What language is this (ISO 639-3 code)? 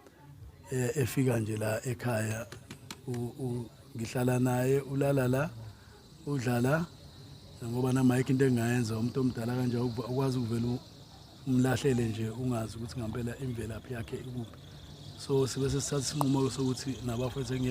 zul